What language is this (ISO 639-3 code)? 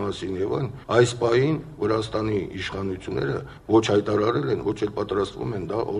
hye